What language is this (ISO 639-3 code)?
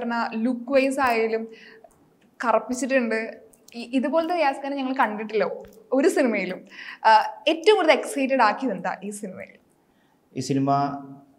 mal